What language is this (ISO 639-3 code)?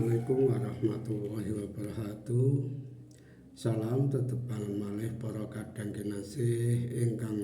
jav